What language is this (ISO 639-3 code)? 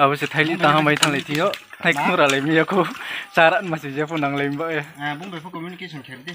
ria